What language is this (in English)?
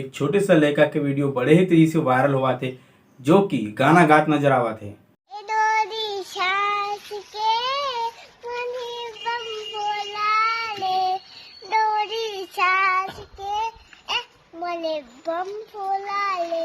Chhattisgarhi